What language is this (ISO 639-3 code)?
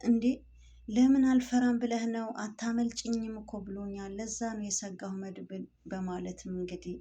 amh